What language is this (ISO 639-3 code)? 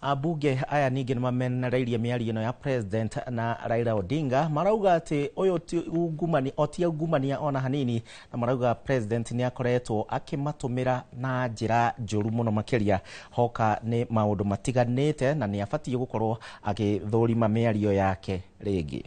kik